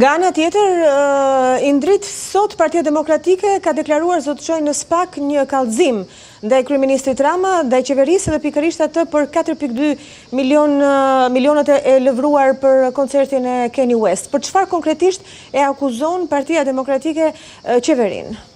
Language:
Albanian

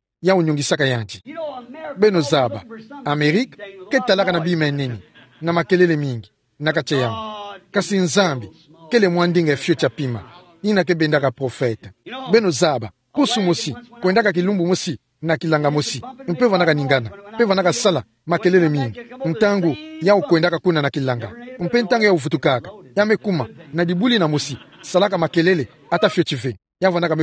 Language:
Kituba (Democratic Republic of Congo)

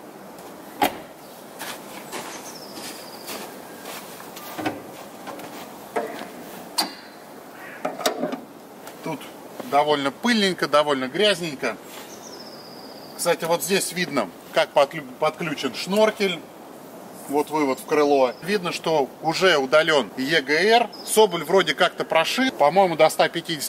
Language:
Russian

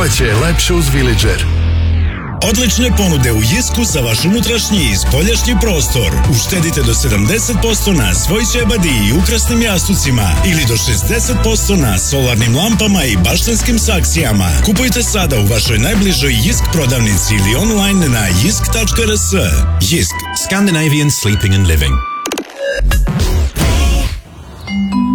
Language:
Serbian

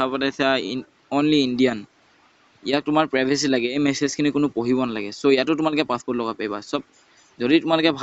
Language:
Assamese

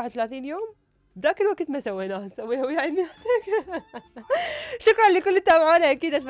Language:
Mesopotamian Arabic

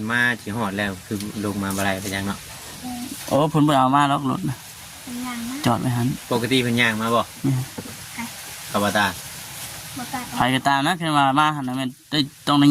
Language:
Lao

